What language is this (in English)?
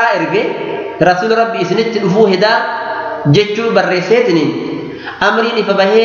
Oromo